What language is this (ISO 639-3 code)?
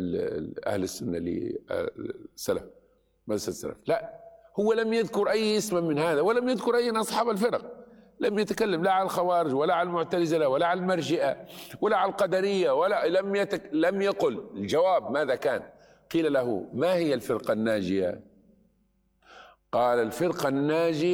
ara